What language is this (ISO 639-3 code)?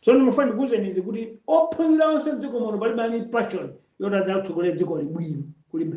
nya